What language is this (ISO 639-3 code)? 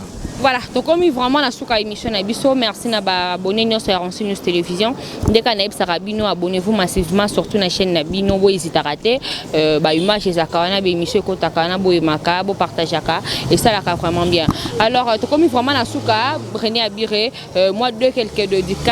lin